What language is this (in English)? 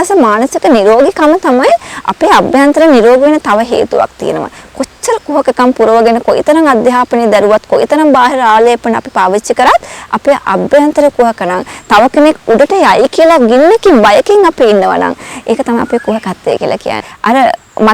Sinhala